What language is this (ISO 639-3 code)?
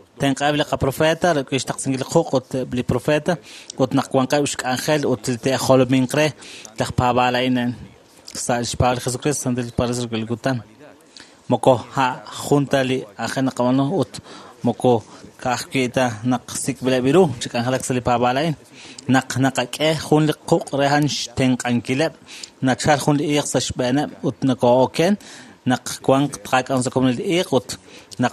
kek